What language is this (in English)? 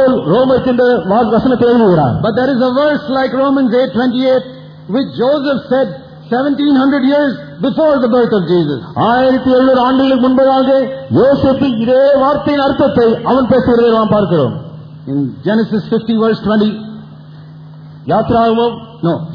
Tamil